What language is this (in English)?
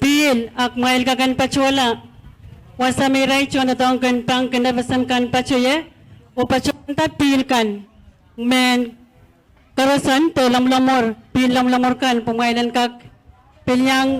Pohnpeian